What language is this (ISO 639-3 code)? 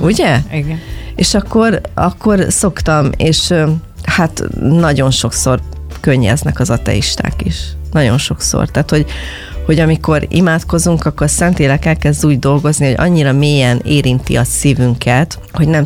hun